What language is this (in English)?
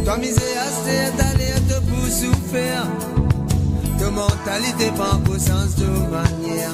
Morisyen